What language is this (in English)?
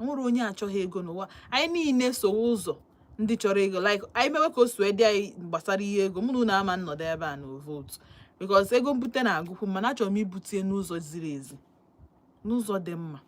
Igbo